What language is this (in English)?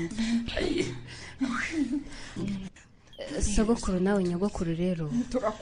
Kinyarwanda